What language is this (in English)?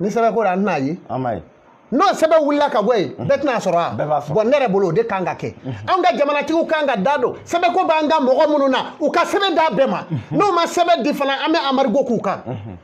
Bambara